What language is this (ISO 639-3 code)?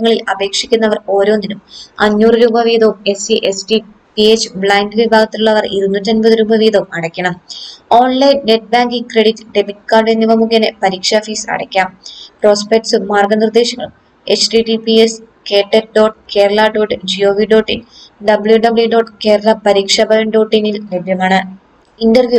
mal